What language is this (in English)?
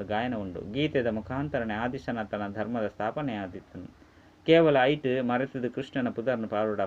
Tulu